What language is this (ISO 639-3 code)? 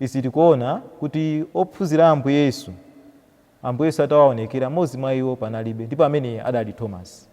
nya